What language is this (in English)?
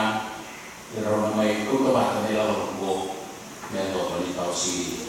Fijian